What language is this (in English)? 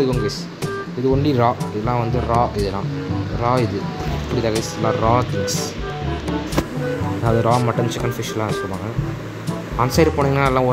Tamil